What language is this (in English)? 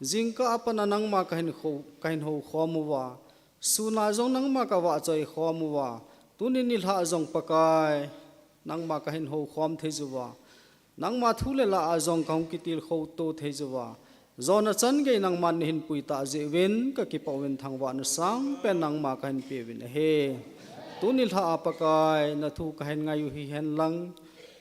Thado Chin